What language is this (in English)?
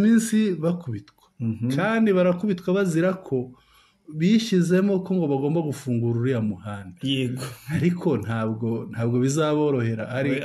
Kinyarwanda